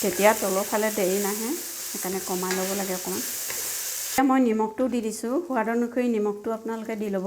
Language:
Assamese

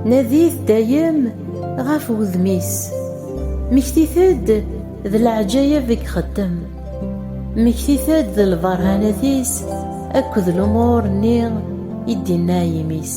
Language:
Kabyle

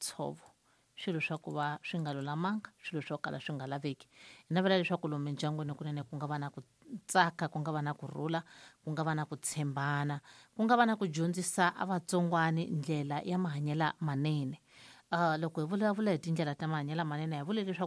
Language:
Tsonga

